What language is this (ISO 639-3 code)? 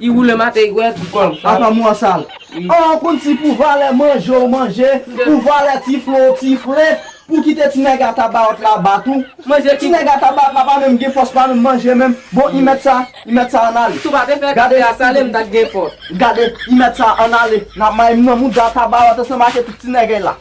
hat